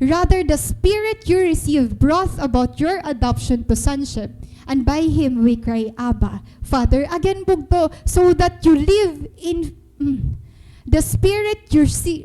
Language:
Waray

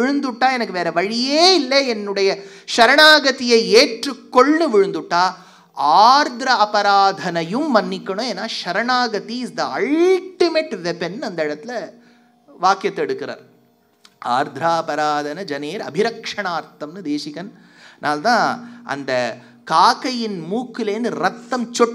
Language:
Tamil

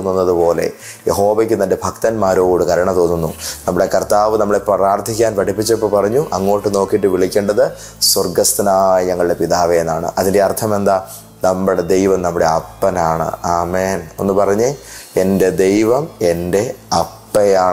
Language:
Malayalam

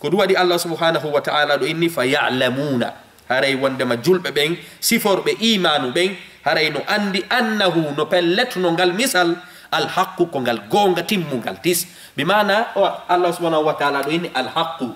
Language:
Fula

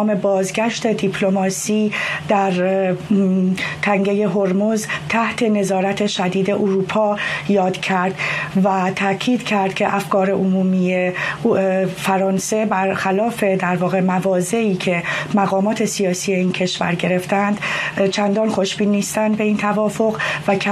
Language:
Persian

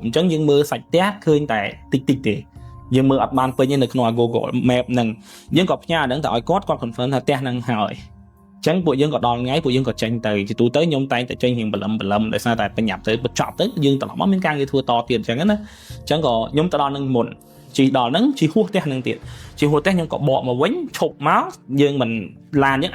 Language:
Khmer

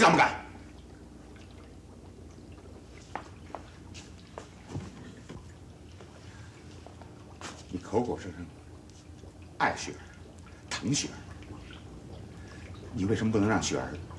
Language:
Chinese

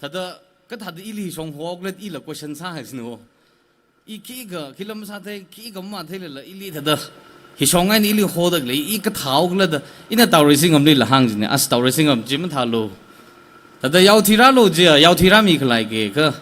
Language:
Tangkhul Naga (India)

